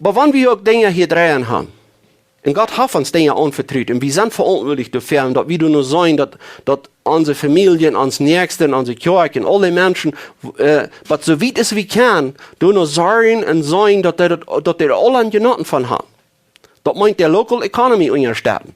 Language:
Plautdietsch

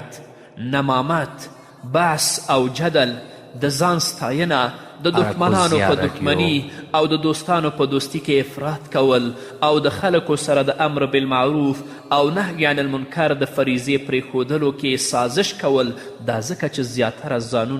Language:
Pashto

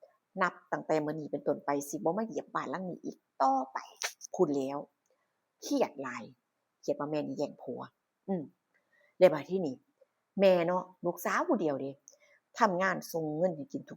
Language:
Northeastern Thai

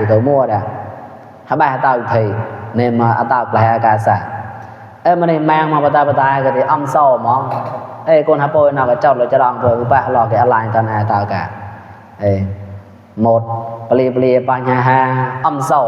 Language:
Mon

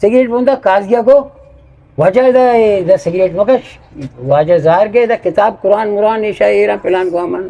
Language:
Eastern Balochi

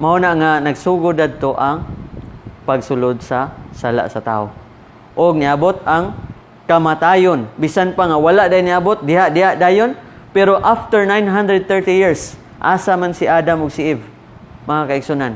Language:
Cebuano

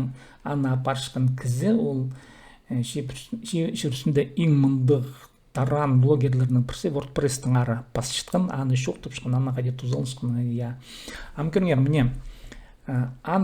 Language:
Khakas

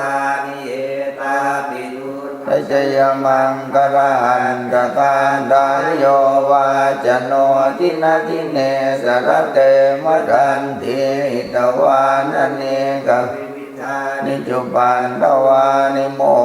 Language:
Pali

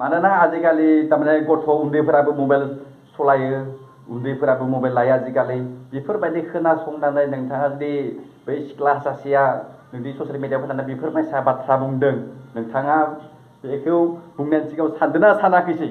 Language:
Bodo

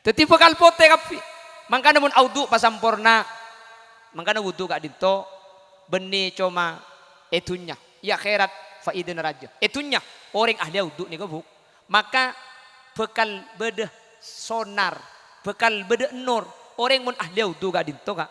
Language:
Madurese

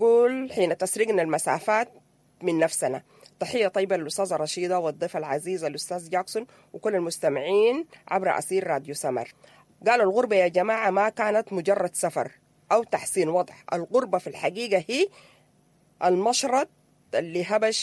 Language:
Sudanese Arabic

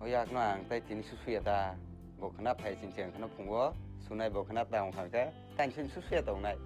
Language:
Kok Borok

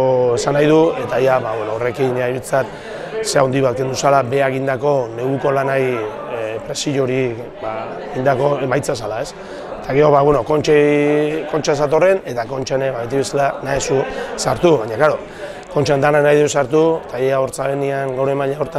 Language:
Basque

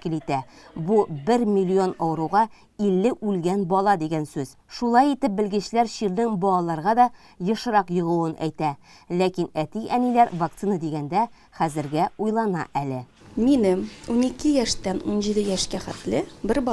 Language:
Tatar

